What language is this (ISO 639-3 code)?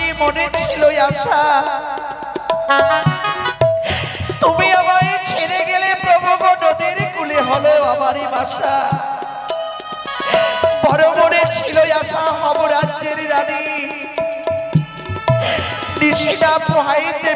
ben